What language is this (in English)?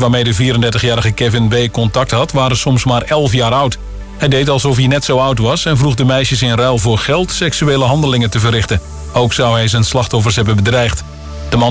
Dutch